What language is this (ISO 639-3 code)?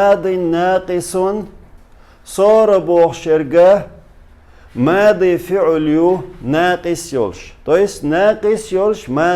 che